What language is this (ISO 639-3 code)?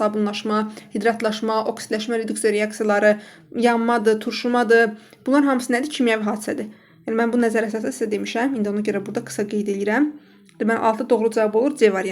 aze